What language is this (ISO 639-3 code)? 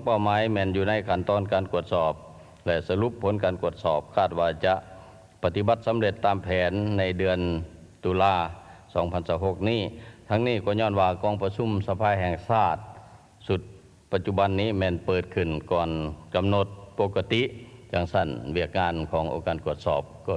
lao